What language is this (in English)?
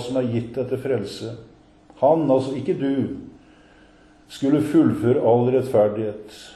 Norwegian